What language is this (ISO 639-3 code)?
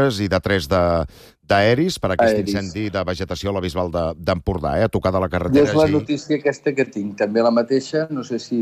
cat